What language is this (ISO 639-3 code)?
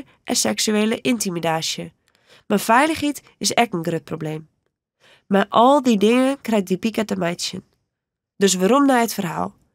fry